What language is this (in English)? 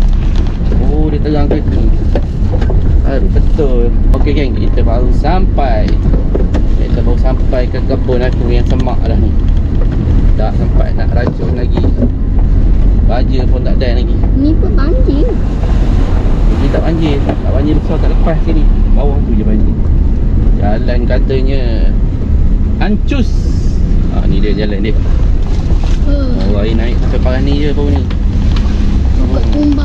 Malay